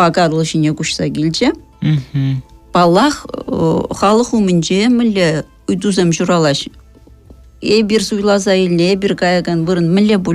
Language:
Chuvash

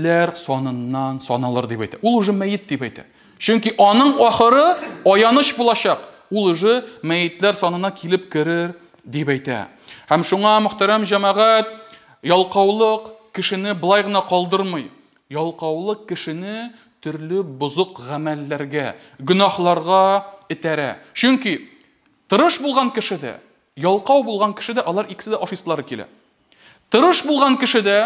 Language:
Tatar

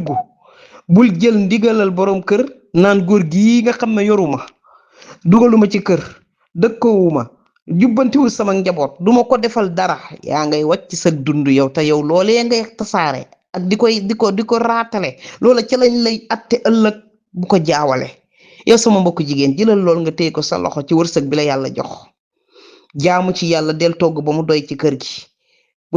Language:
Wolof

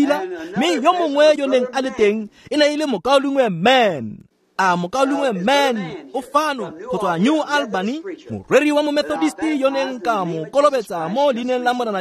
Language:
Tswana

